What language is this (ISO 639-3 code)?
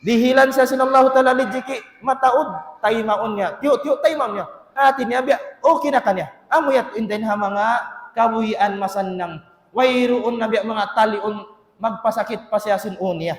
tsg